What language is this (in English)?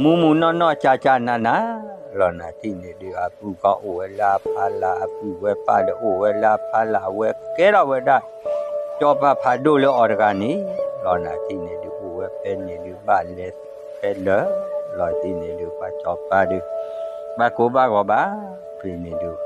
S'gaw Karen